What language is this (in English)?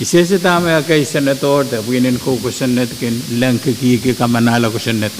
Pohnpeian